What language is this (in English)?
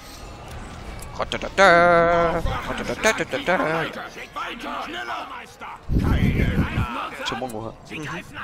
German